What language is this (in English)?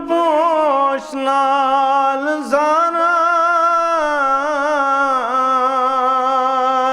Kashmiri